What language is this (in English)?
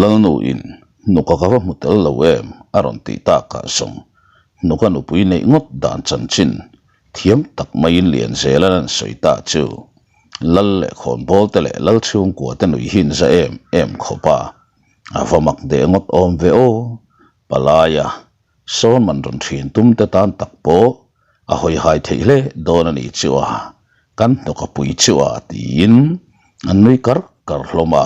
Mizo